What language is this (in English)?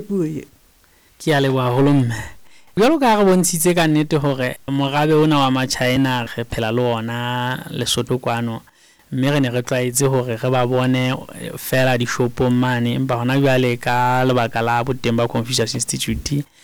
Southern Sotho